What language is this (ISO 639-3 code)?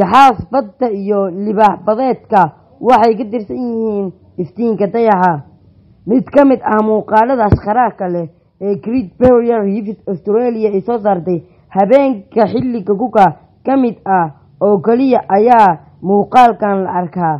som